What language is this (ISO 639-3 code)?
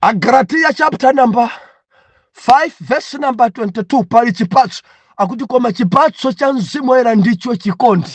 nya